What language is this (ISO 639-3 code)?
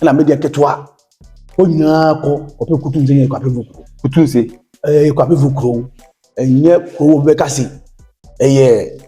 aka